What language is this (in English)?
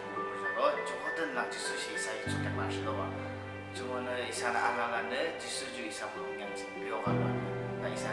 Yimchungru Naga